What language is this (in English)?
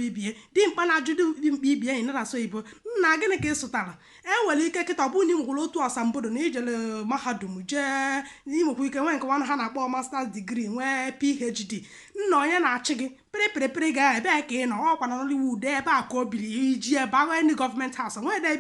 Igbo